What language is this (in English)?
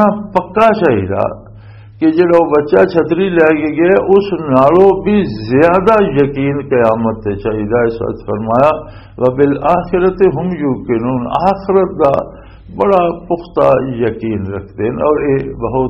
Western Panjabi